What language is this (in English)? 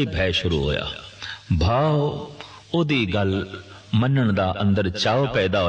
Punjabi